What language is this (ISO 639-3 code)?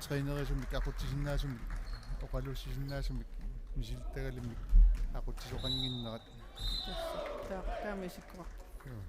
kal